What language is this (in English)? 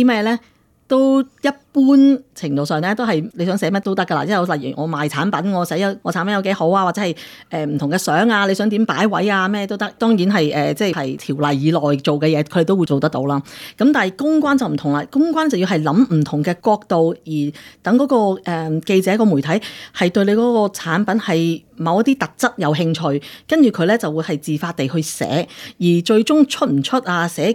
Cantonese